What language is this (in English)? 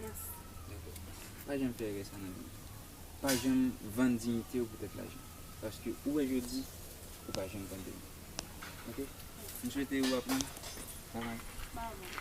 Haitian Creole